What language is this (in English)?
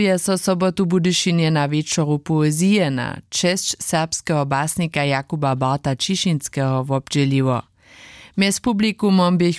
Upper Sorbian